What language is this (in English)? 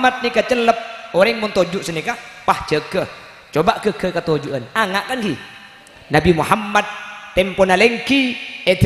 Madurese